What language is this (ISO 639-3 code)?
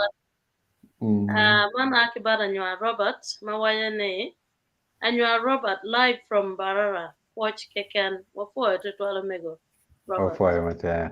ach